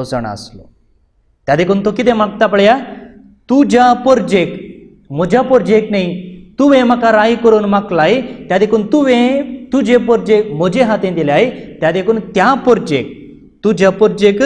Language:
Konkani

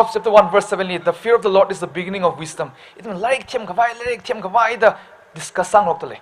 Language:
Tangkhul Naga (India)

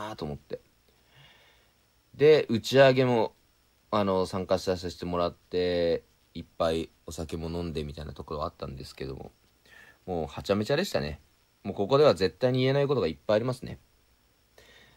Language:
Japanese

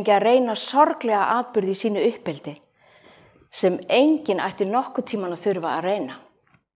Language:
Icelandic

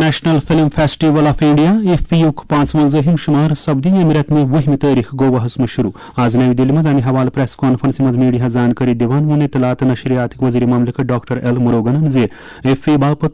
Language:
Kashmiri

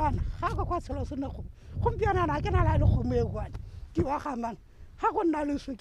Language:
Tswana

